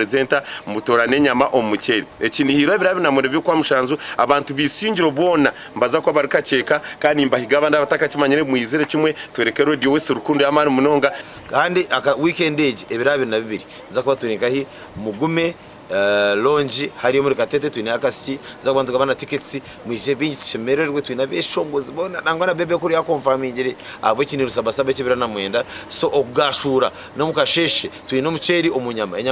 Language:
Nyankole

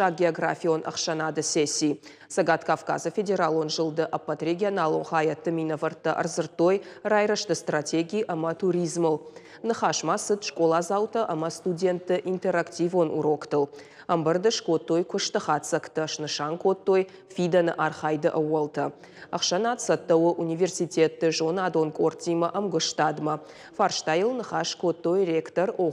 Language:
Ossetic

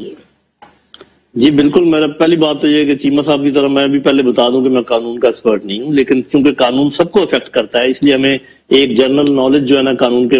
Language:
Urdu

